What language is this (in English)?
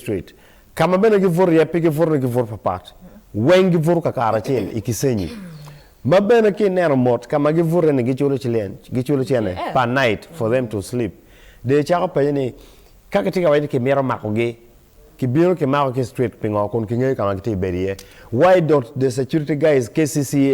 Acoli